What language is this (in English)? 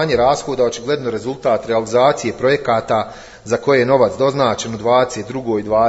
Bosnian